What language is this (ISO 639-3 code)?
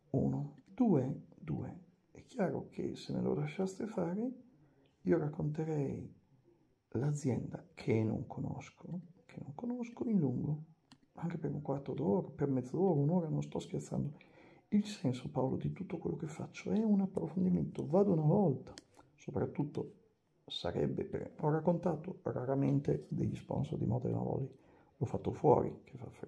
ita